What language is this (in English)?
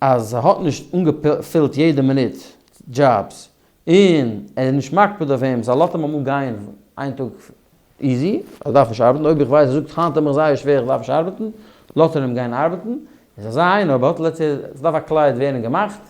Yiddish